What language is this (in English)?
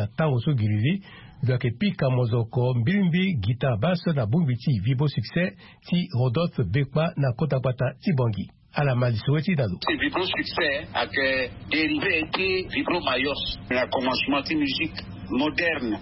Sango